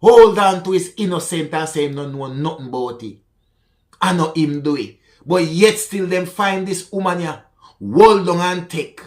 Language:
Jamaican Creole English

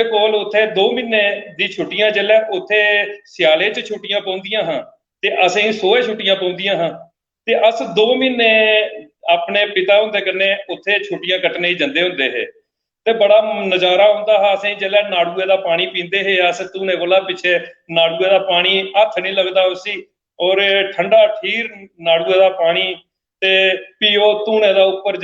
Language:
Dogri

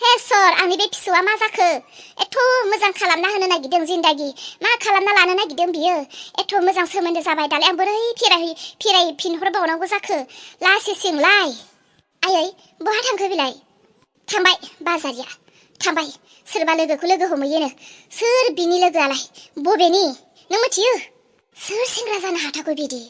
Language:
Bodo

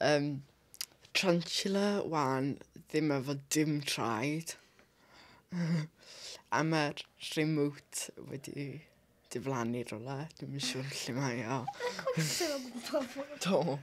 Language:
Welsh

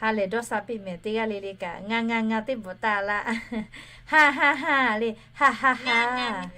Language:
Lahu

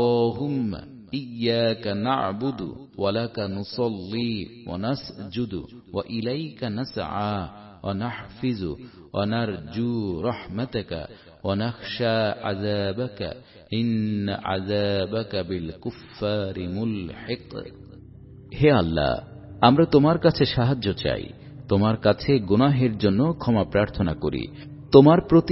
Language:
Bangla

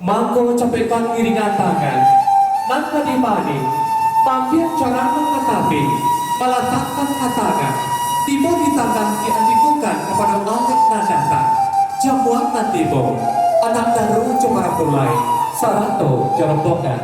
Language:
Minangkabau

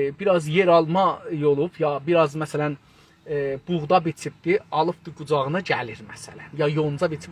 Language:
South Azerbaijani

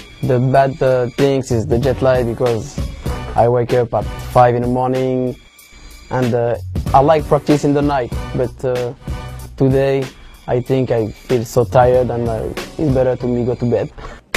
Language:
English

